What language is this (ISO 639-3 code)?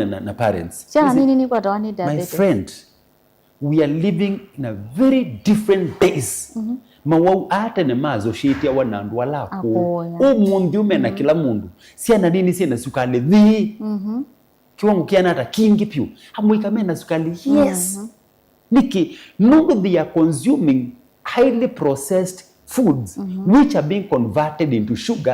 kam